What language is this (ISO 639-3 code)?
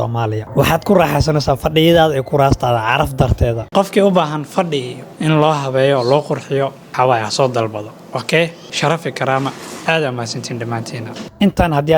som